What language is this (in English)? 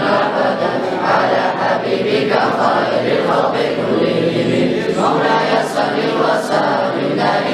Kumyk